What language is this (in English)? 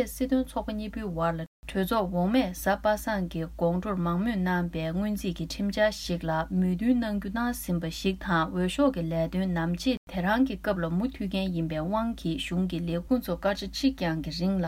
Tibetan